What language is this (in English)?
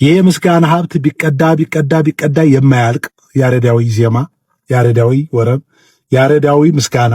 Amharic